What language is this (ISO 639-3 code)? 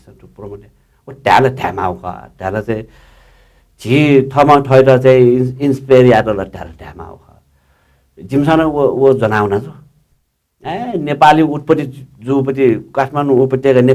new